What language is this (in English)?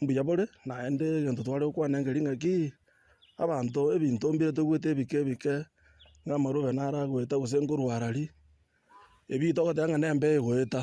Gusii